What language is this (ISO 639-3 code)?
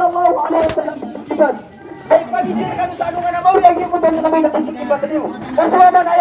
mrw